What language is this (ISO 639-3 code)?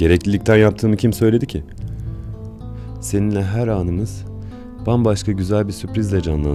tur